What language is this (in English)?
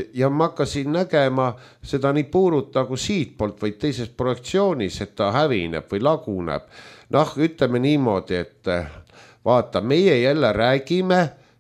Estonian